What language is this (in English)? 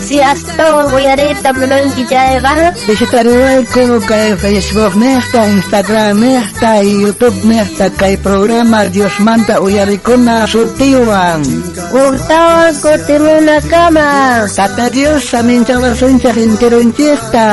South Bolivian Quechua